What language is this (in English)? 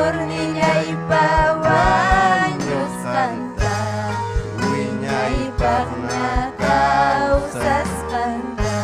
Ayacucho Quechua